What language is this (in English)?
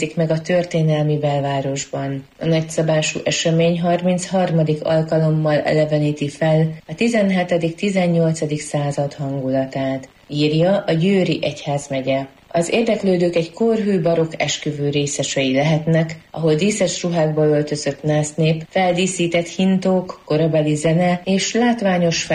Hungarian